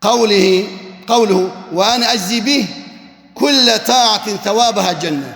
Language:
Kurdish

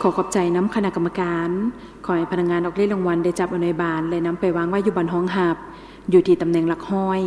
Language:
Lao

